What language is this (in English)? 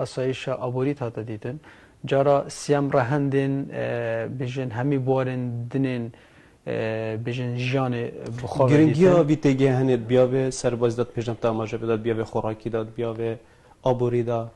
Kurdish